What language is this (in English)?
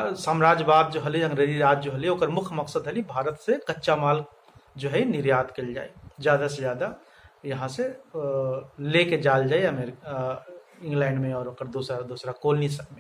Magahi